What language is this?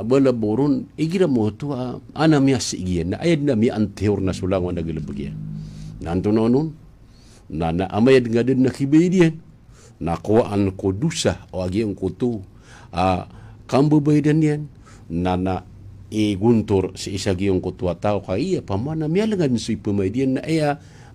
Maranao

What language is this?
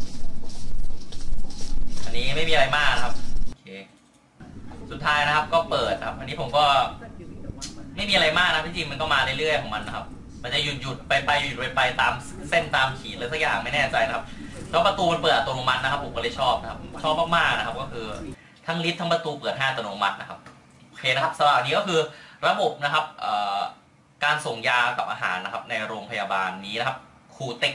Thai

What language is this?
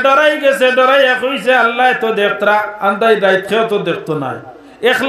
Sylheti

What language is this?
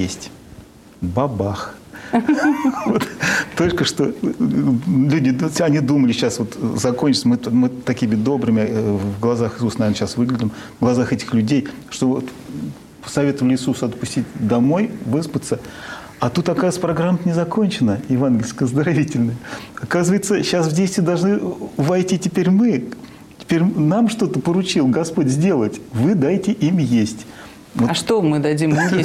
Russian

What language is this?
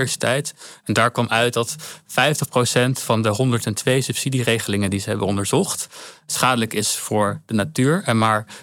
Dutch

